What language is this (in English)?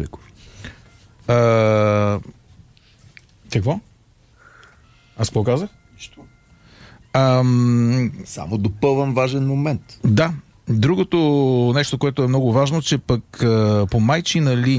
Bulgarian